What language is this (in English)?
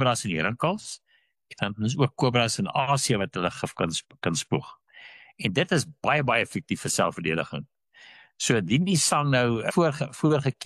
Afrikaans